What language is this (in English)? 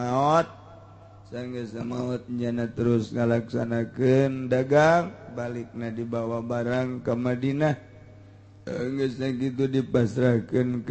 Sundanese